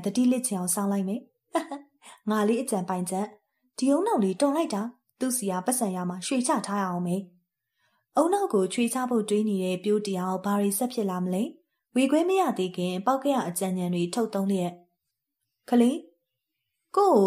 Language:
Burmese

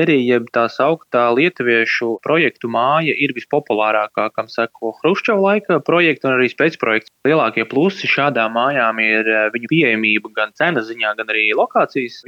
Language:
Latvian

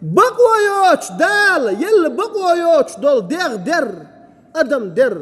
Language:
Chechen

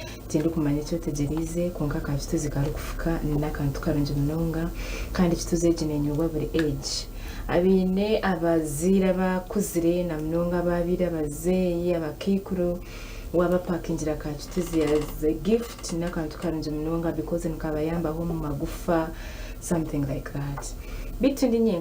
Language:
Nyankole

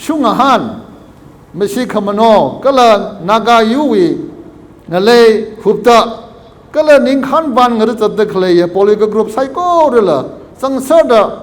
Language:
Tangkhul Naga (India)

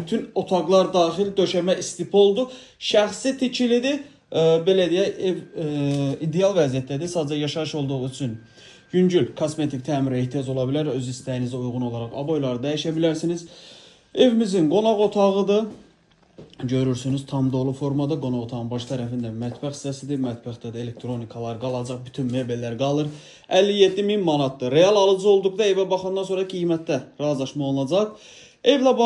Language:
Azerbaijani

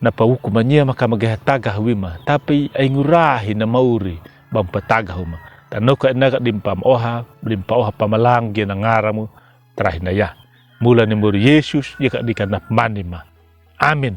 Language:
Anakalangu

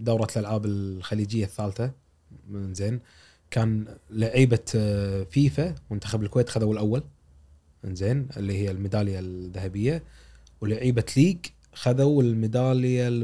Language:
Gulf Arabic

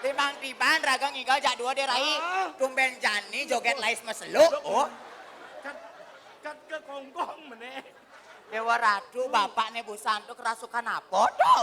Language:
Balinese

